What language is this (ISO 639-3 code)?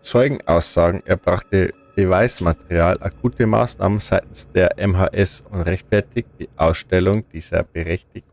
bar